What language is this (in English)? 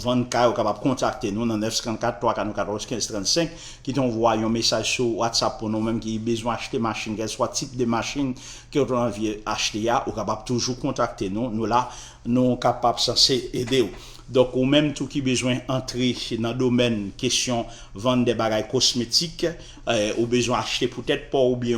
Haitian Creole